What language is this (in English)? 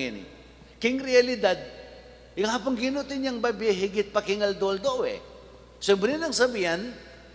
Pampanga